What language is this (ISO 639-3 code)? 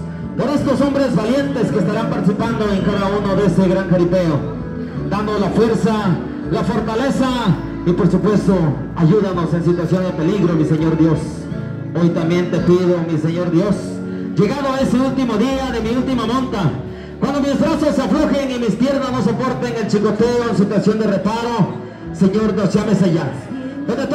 spa